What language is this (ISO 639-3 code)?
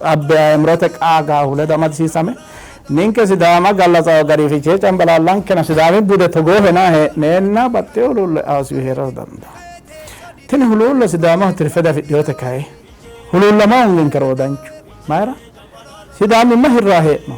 sid